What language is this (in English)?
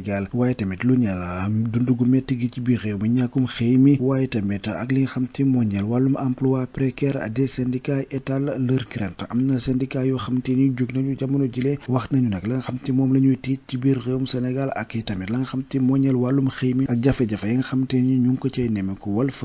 Wolof